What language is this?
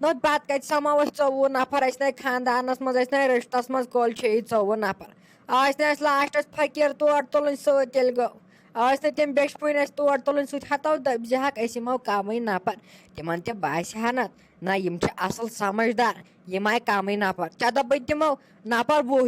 Kashmiri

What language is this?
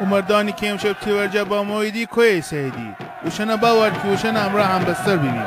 Gilaki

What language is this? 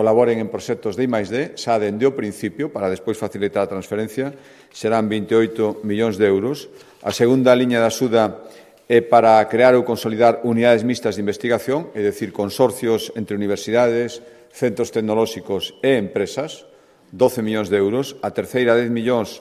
Galician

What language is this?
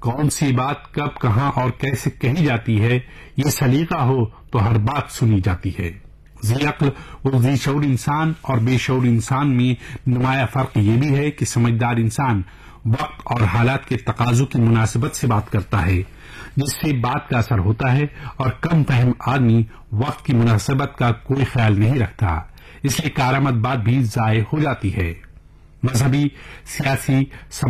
Urdu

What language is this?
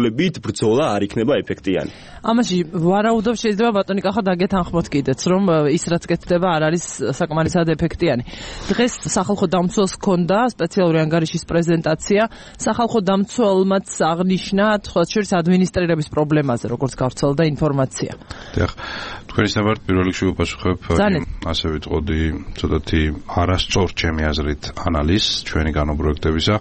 Georgian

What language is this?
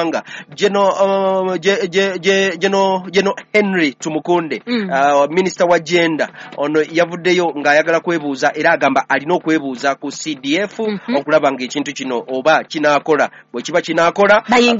Ganda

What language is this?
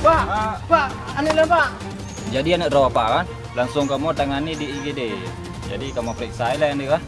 Achinese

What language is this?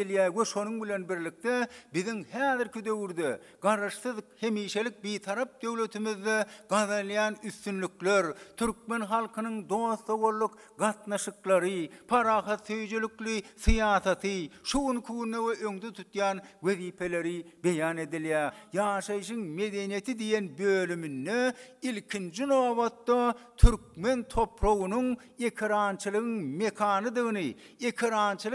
Turkmen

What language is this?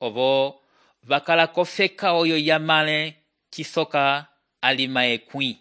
Umbundu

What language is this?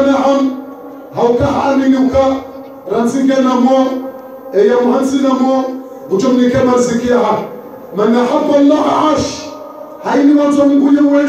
Ngazidja Comorian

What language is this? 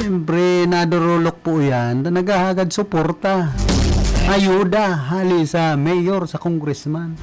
Bikol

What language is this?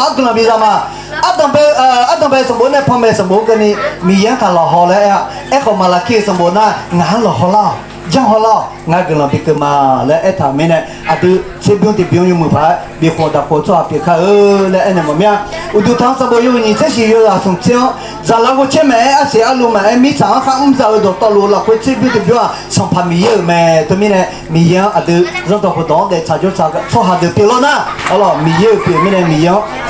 Akha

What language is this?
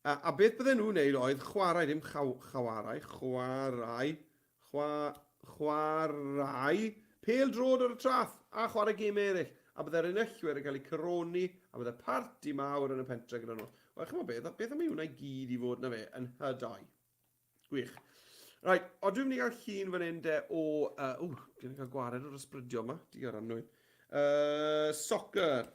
Welsh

